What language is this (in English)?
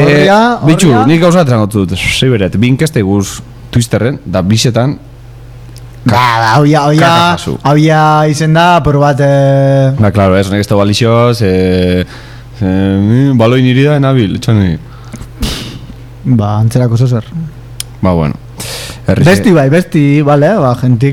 Basque